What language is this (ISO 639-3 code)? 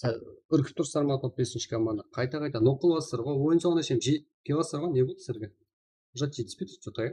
kaa